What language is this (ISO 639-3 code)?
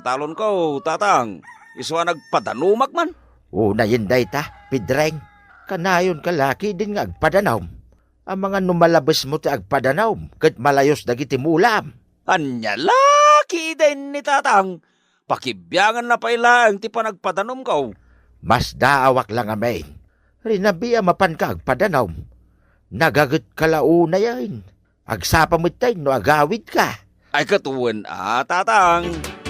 ilo